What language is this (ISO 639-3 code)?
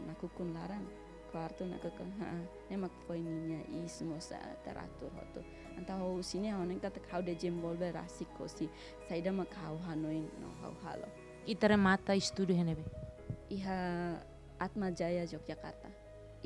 tet